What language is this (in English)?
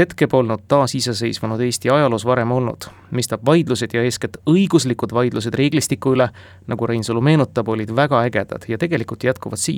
Estonian